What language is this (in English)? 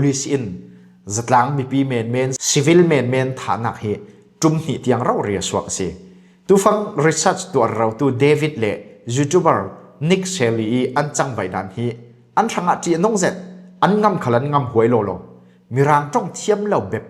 Falam Chin